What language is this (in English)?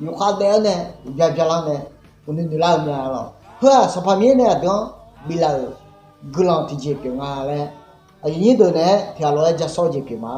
Akha